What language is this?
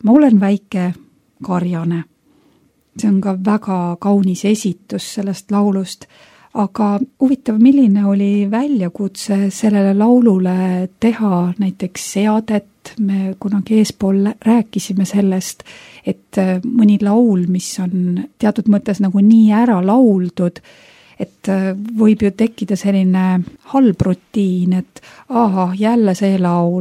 Estonian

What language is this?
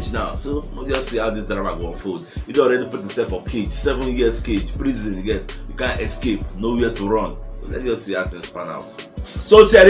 Nigerian Pidgin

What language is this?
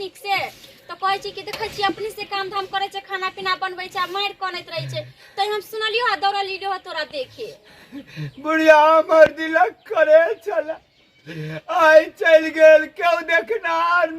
Maithili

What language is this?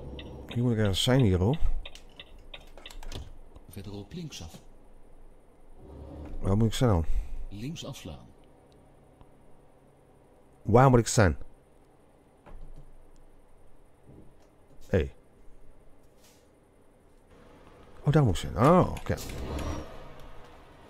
Dutch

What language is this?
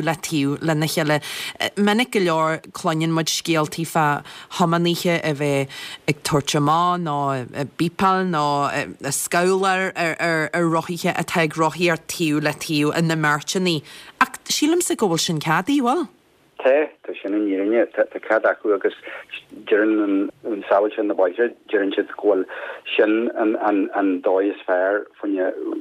Irish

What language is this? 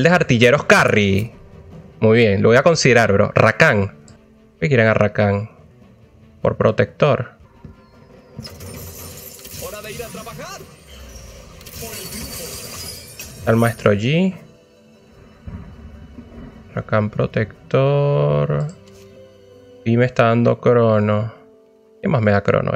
Spanish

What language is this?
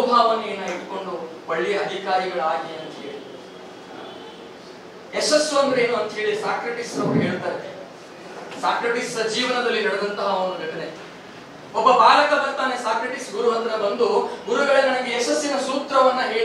Kannada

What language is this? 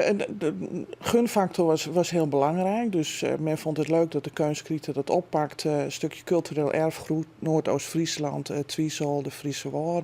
Western Frisian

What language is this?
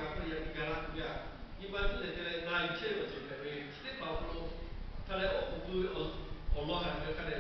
Lahu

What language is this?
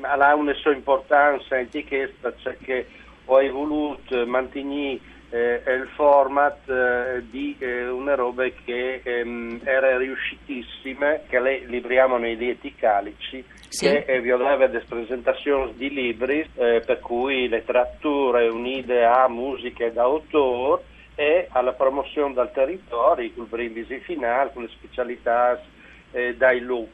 Friulian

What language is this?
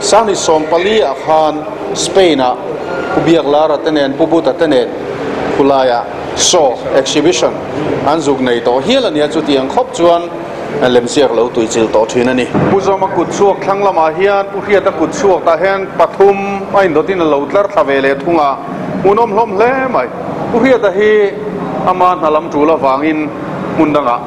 Mizo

